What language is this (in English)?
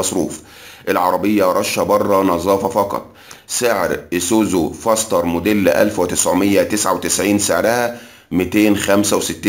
Egyptian Arabic